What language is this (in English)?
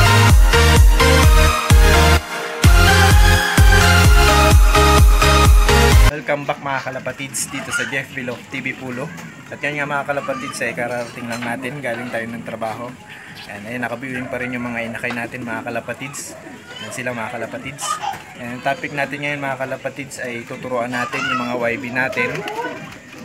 Filipino